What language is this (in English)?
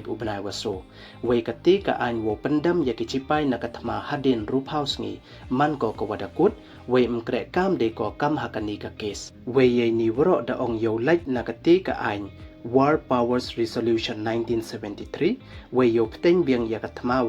Pnar